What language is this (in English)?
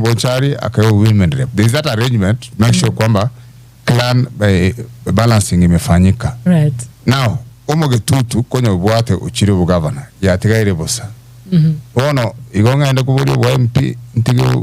Gusii